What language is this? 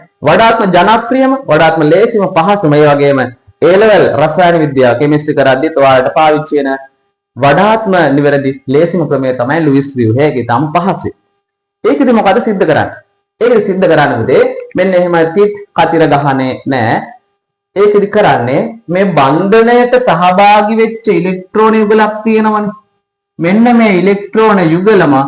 Sinhala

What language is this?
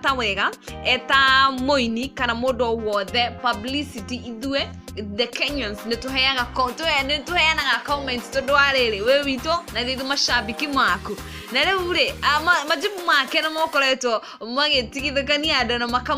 Kikuyu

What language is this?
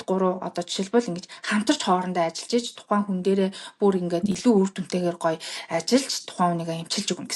Mongolian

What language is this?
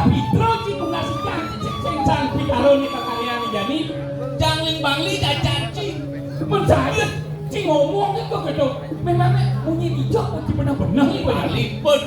Balinese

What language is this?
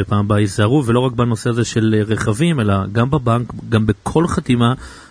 Hebrew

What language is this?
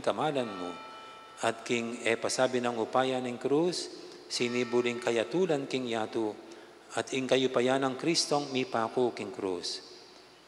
Pampanga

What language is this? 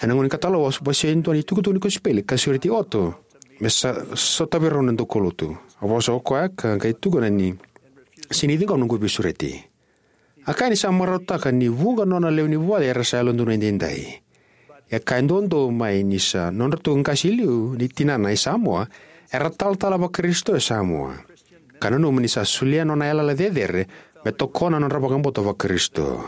Fijian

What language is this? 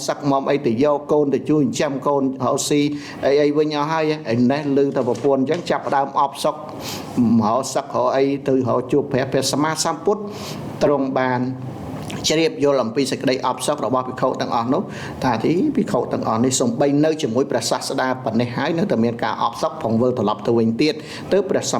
Khmer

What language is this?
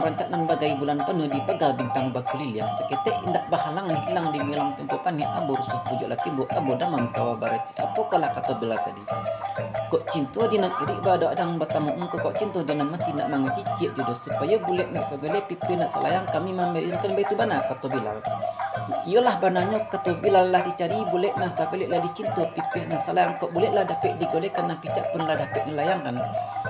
Minangkabau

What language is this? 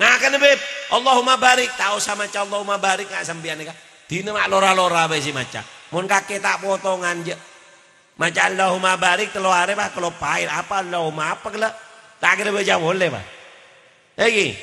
Madurese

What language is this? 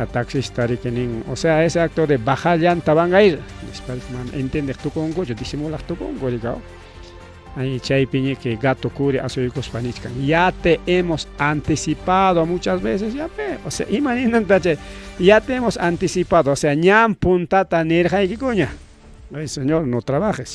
Ayacucho Quechua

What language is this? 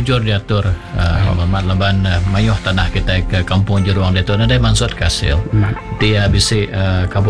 Iban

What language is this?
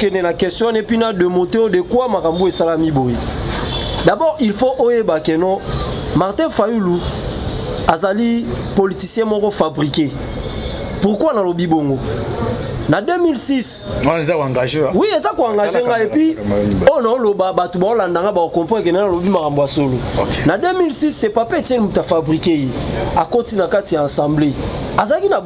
Lingala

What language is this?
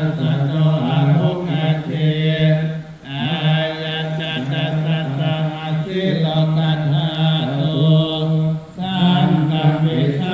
Pali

